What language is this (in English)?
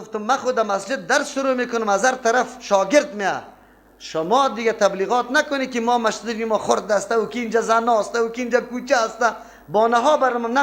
Persian